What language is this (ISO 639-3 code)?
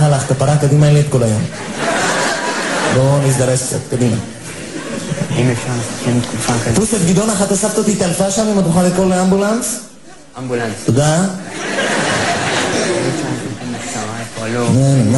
heb